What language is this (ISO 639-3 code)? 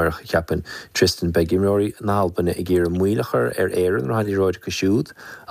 gle